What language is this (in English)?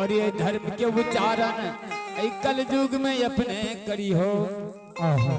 Angika